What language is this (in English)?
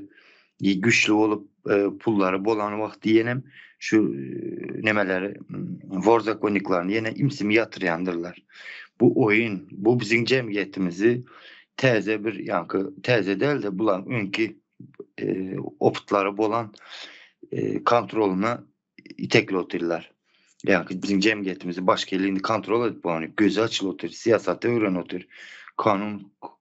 Turkmen